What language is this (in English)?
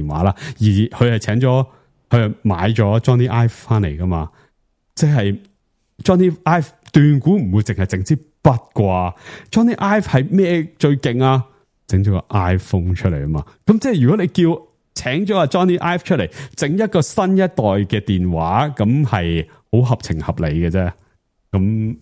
Cantonese